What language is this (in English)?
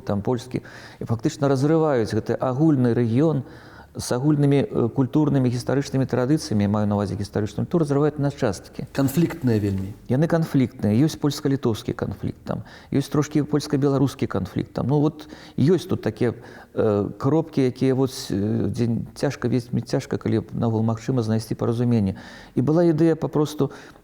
Belarusian